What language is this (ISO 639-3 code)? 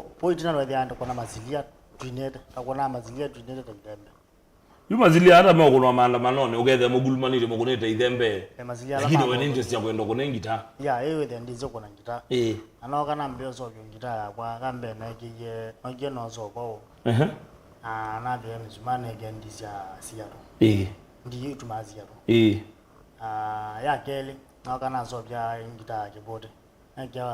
kam